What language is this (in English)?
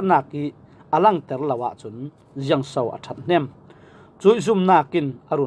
Falam Chin